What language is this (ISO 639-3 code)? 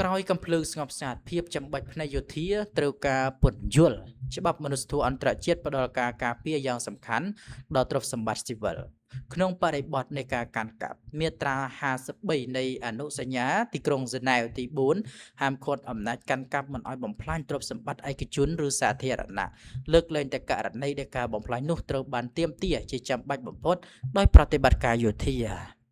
khm